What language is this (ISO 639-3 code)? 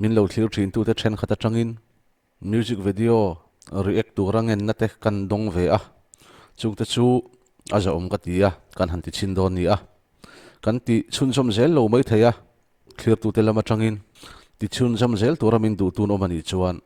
lus